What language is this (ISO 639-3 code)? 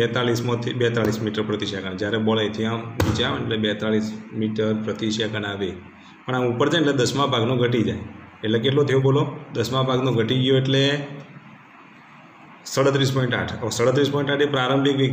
guj